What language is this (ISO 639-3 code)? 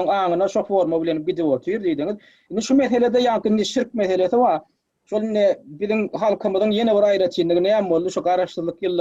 tuk